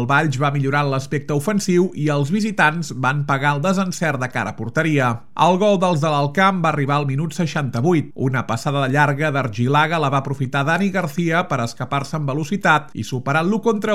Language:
Catalan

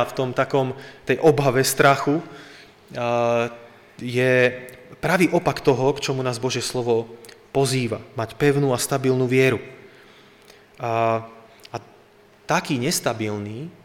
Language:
Slovak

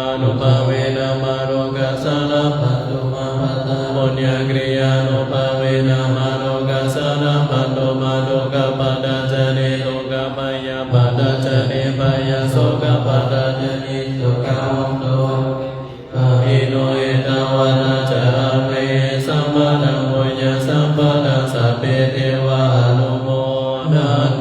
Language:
Pali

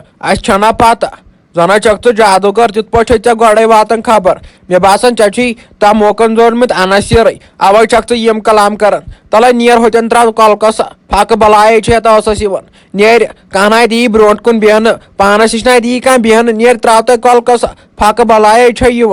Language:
Kashmiri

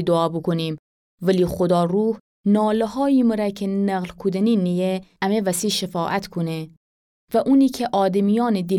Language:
Gilaki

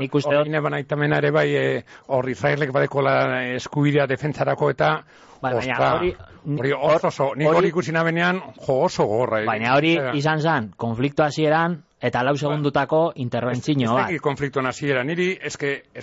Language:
Basque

